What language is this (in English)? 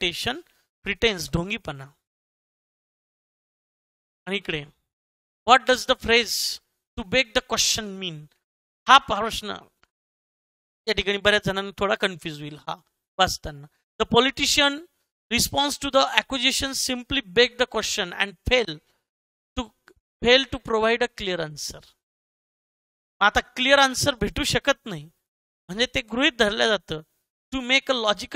Marathi